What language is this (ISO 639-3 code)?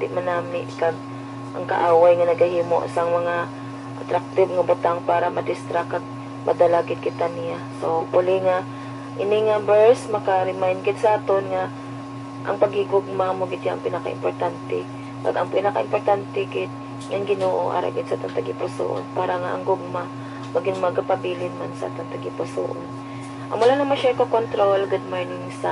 hil